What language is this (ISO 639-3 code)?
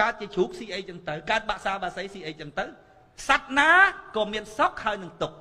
khm